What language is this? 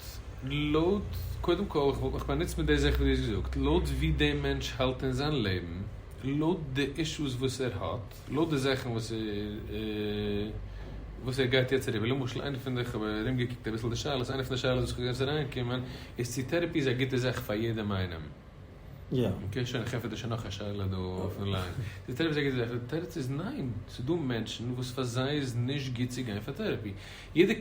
Yiddish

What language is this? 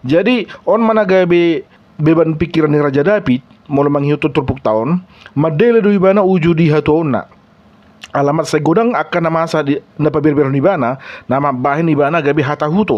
Batak Toba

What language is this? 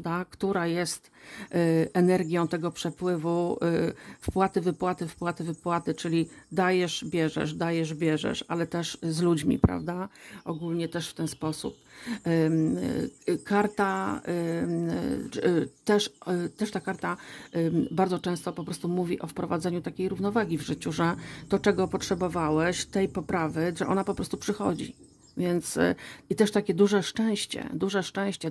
Polish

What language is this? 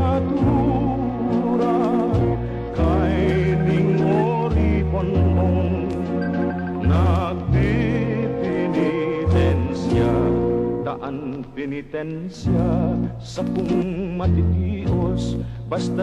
Bikol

